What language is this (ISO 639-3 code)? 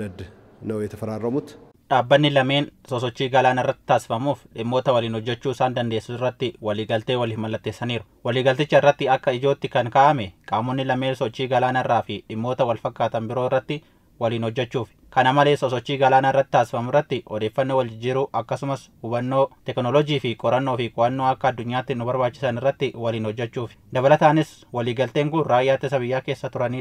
orm